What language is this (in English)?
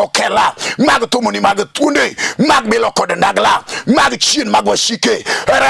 Luo (Kenya and Tanzania)